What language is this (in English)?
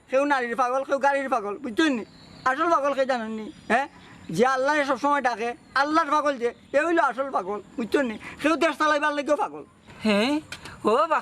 Sylheti